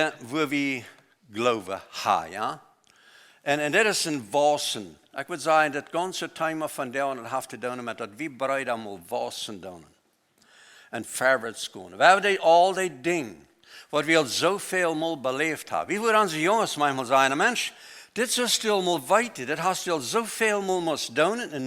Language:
Plautdietsch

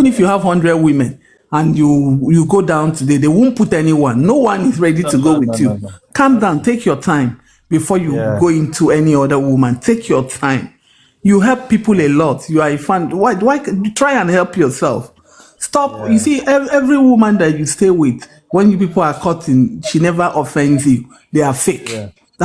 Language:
Nigerian Pidgin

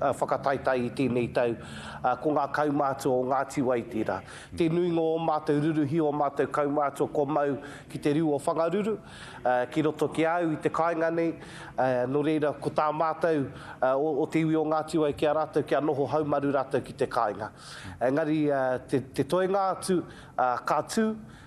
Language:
Māori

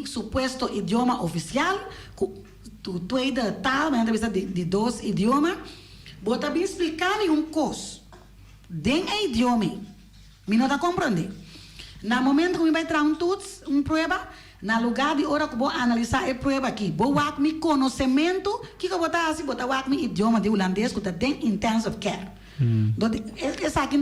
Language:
Papiamento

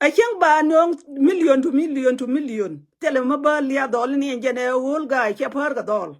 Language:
Nuer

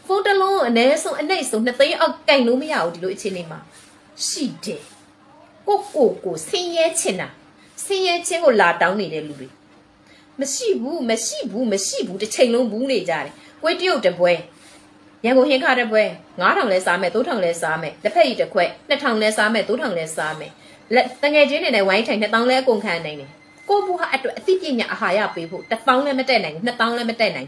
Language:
Burmese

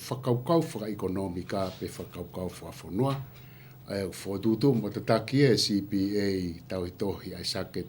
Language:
Tongan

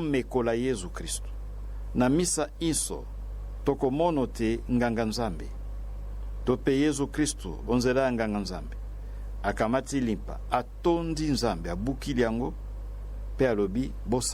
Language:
Lingala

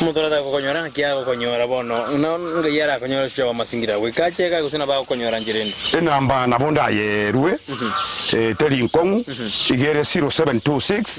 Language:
Gusii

